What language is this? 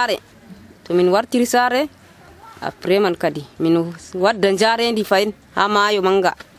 Nigerian Fulfulde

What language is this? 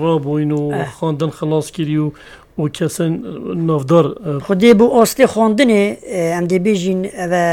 Kurdish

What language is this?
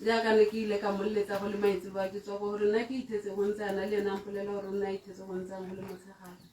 Tswana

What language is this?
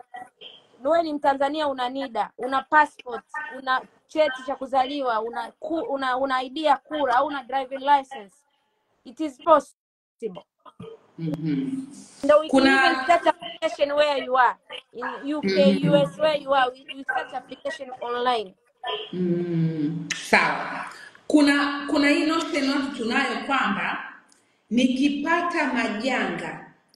Swahili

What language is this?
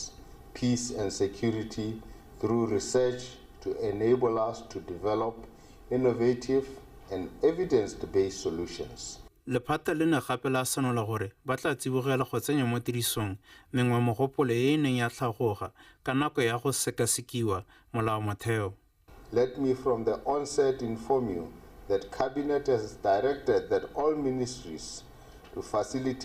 Tswana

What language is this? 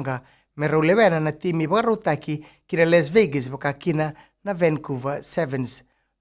Fijian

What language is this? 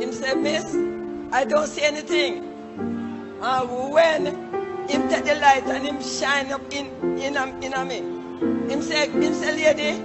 Jamaican Creole English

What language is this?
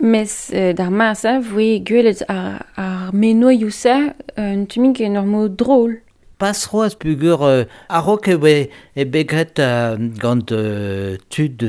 Breton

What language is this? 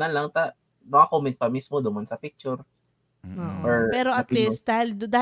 Bikol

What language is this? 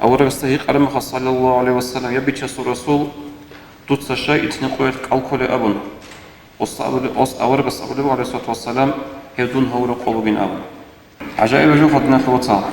Avaric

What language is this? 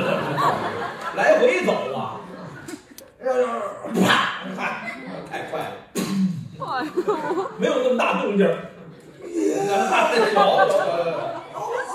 Chinese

